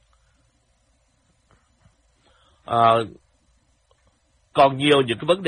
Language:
Vietnamese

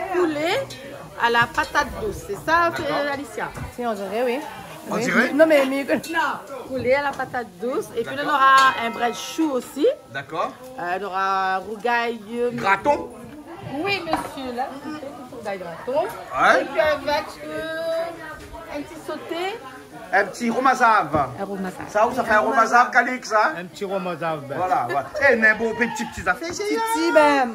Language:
Réunion Creole French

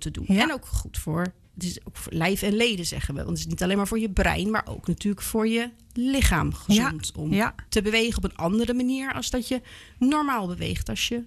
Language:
Dutch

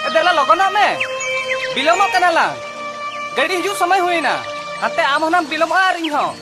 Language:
Santali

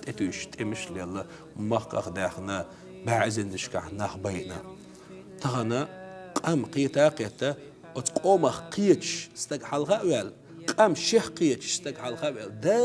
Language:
Chechen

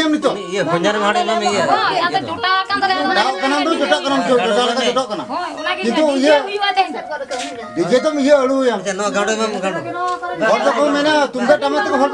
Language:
Santali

